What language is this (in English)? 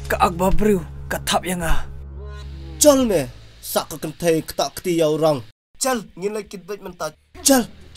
Khasi